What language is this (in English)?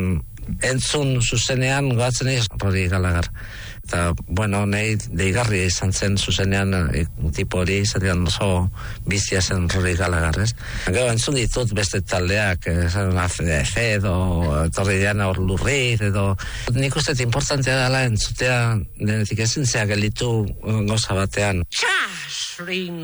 Basque